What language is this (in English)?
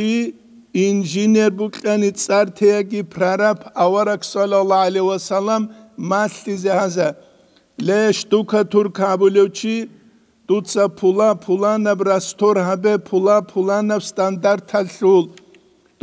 Avaric